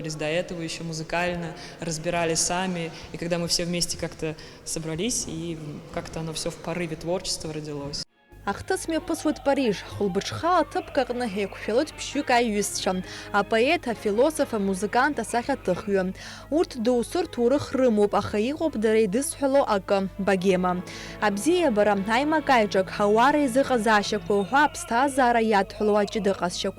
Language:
Abkhazian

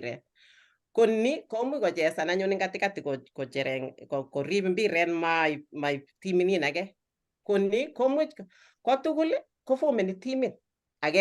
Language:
Kalenjin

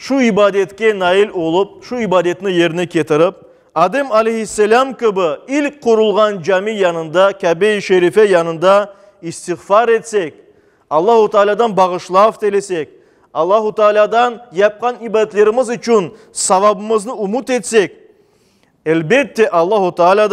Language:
Crimean Tatar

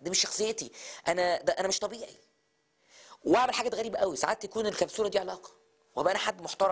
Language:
Egyptian Arabic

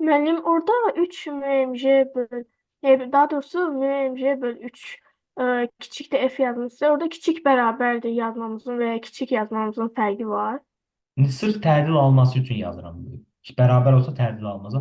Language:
Azerbaijani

